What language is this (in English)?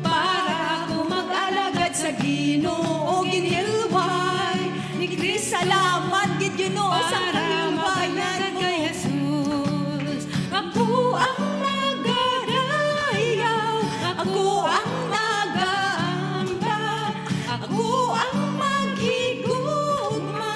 Hiligaynon